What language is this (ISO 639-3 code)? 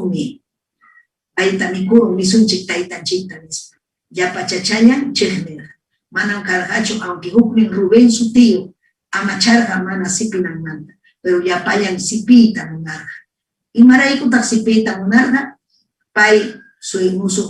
quy